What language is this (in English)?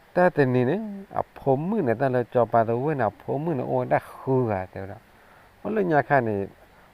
S'gaw Karen